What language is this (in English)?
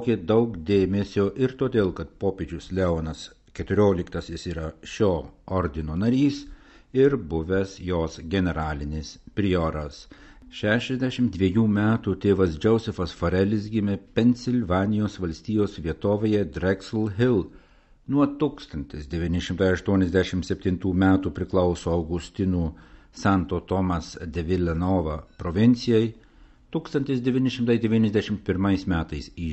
Lithuanian